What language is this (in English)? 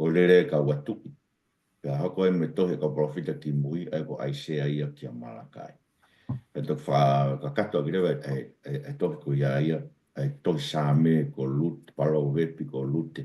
Tongan